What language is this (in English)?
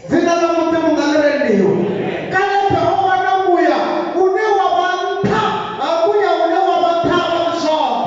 Venda